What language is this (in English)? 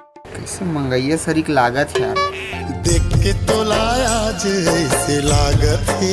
Chhattisgarhi